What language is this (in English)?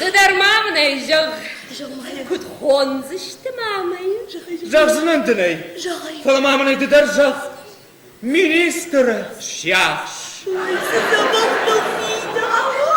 Ossetic